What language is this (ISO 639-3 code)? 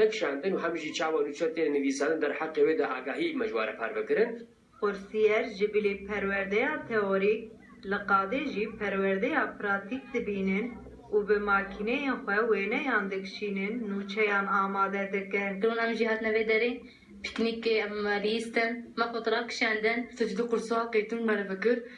kur